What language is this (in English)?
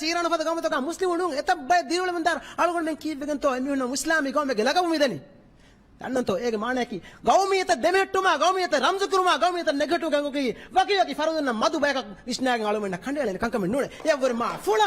Divehi